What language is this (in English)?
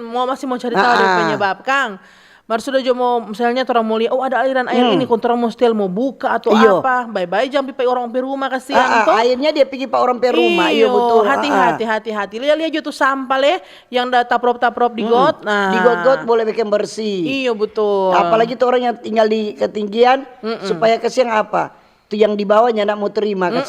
Manado Malay